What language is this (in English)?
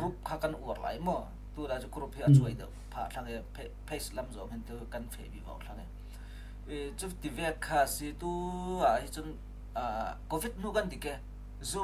Falam Chin